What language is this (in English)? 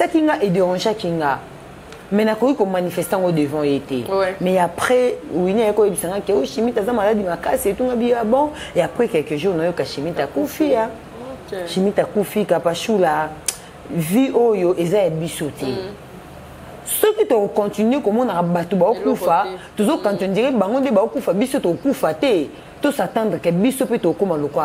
Lingala